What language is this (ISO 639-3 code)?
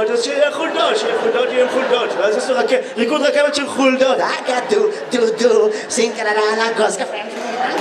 heb